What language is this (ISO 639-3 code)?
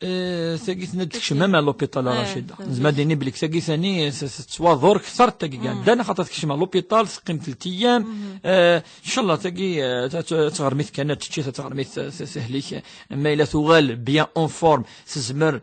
kab